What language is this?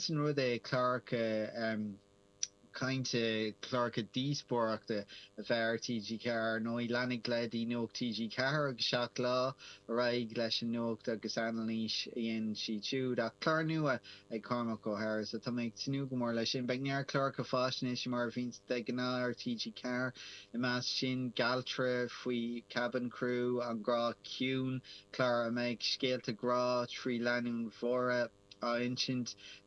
Irish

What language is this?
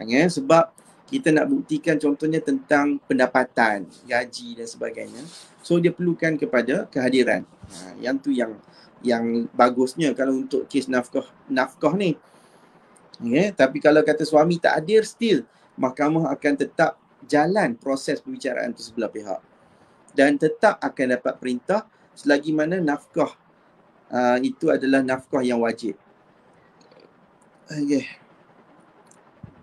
Malay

